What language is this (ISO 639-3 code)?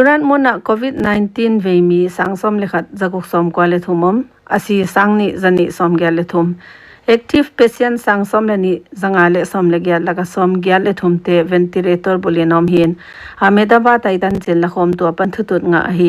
pck